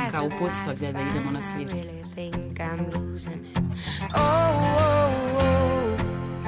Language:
Serbian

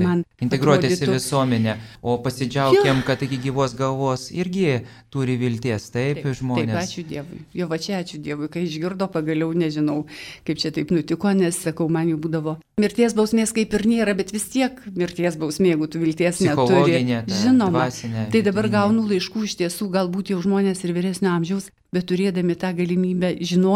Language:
Lithuanian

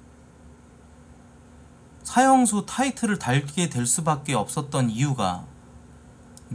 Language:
Korean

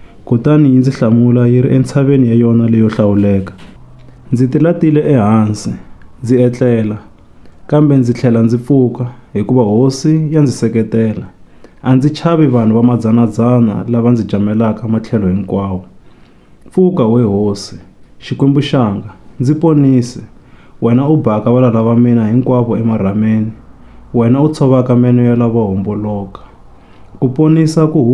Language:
Tsonga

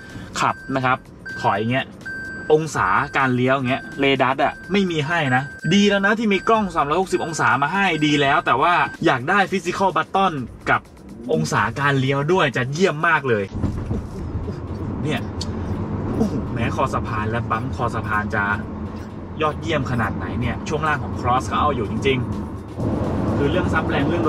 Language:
Thai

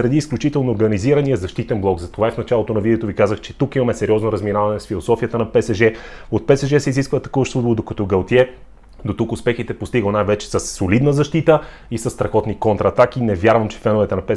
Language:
Bulgarian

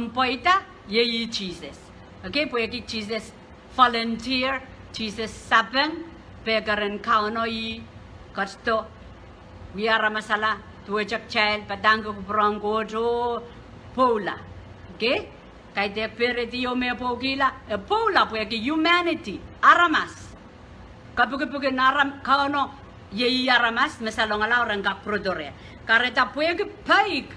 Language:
Pohnpeian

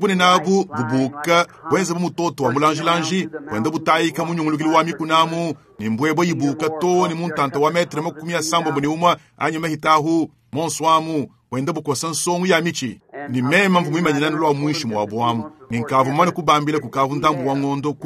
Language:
Luba-Lulua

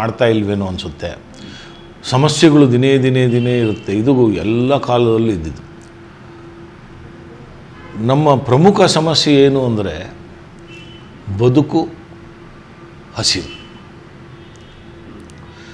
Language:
Kannada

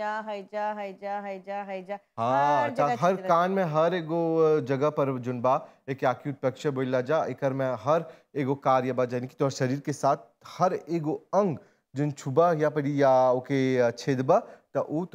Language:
Bhojpuri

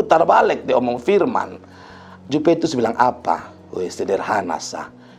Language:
Kupang Malay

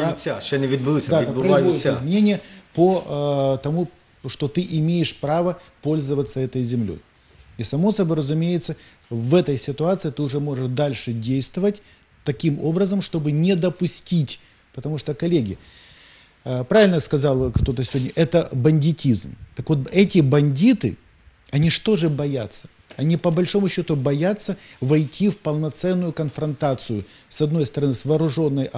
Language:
Ukrainian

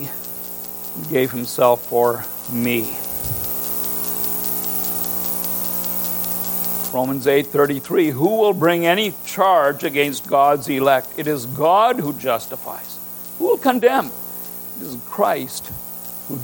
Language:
English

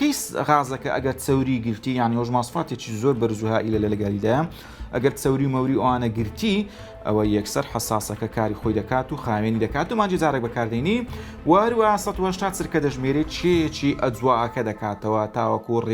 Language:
Central Kurdish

